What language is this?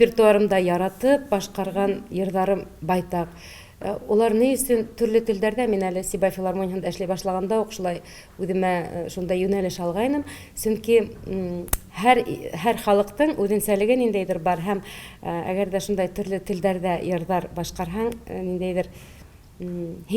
Bashkir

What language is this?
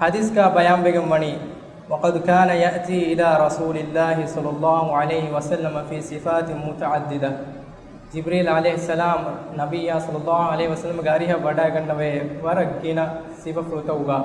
Divehi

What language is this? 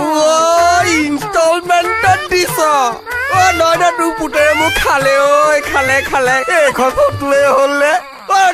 Assamese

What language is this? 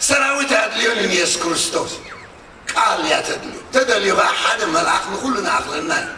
Tigrinya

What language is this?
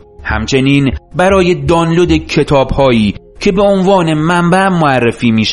Persian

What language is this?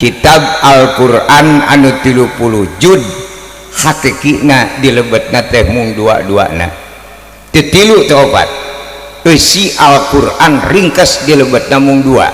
Sundanese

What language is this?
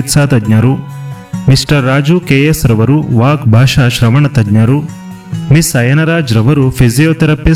Kannada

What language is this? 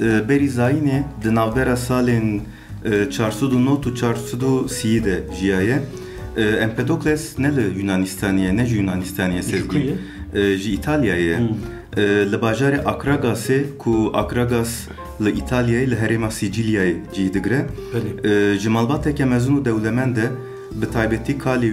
Kurdish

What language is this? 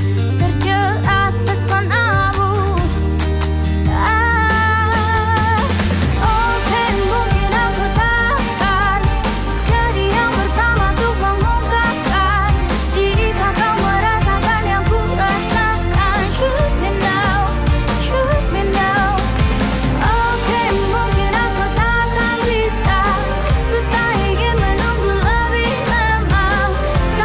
Indonesian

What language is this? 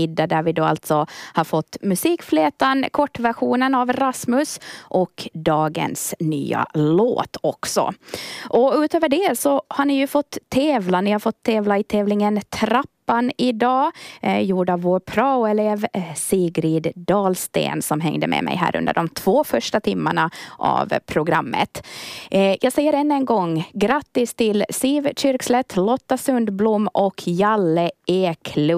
Swedish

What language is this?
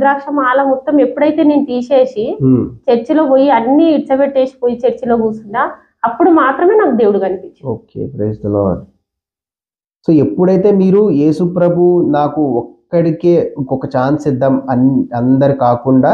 Telugu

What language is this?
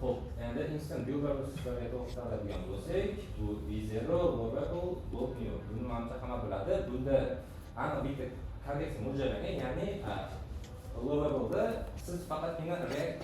Uzbek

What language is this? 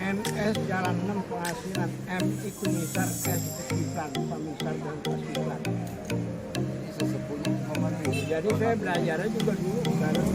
Betawi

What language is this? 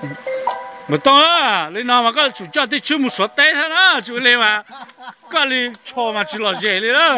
Hmong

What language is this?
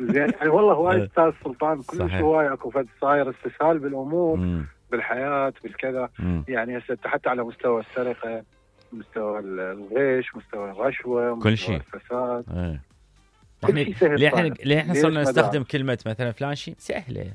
Mesopotamian Arabic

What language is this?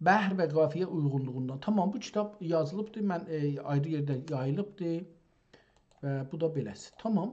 South Azerbaijani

